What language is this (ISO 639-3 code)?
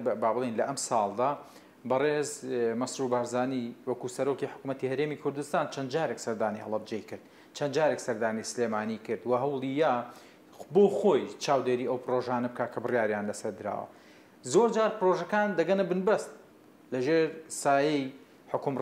ckb